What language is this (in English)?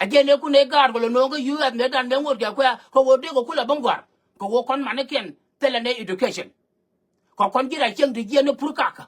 Nuer